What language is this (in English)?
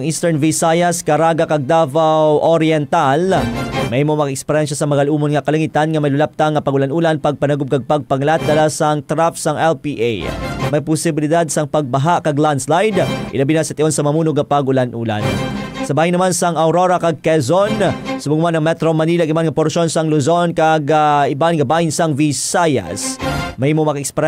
Hiligaynon